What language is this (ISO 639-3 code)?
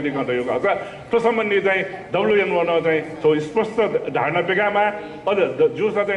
new